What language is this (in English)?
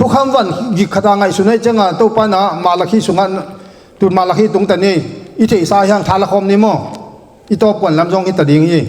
Tedim Chin